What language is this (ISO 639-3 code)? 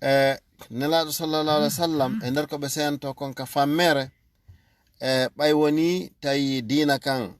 ful